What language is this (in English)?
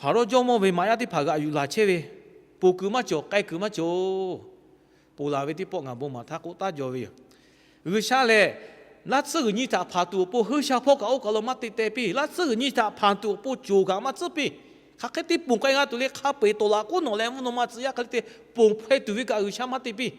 Lahu